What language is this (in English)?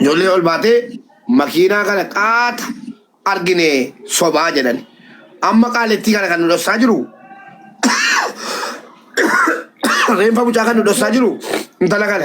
Oromo